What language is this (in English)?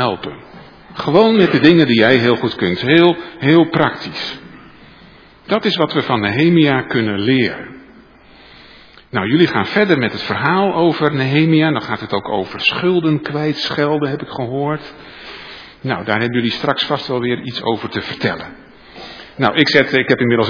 Dutch